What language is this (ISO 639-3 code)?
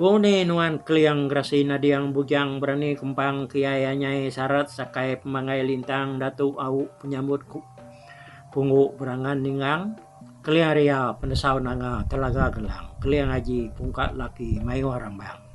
iba